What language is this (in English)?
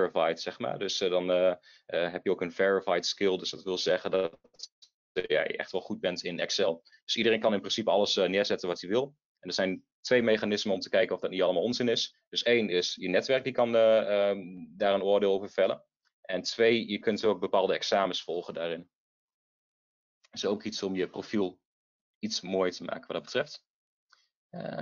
Dutch